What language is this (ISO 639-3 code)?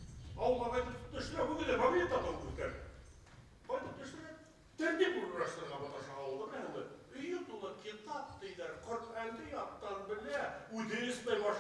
bak